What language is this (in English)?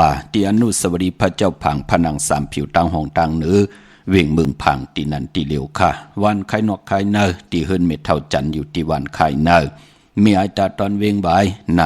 Shan